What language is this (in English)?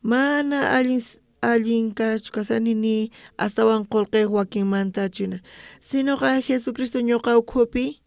South Bolivian Quechua